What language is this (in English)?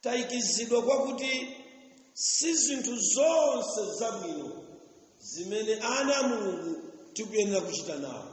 Nyanja